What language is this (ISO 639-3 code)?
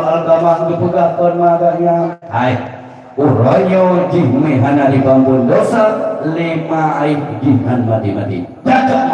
ace